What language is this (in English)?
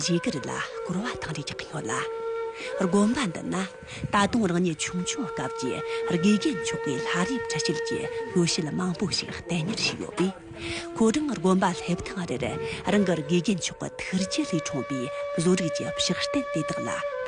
Tibetan